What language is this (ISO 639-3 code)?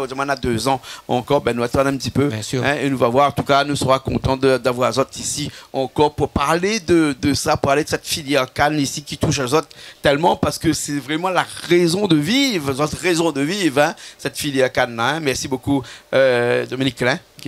rcf